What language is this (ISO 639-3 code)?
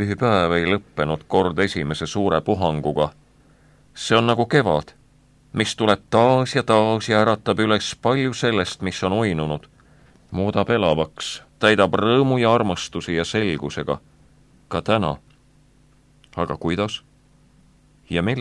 est